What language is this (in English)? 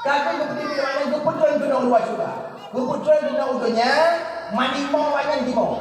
Achinese